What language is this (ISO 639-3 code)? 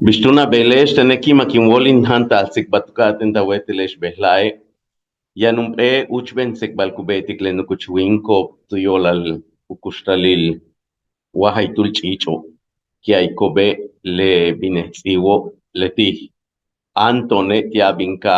yua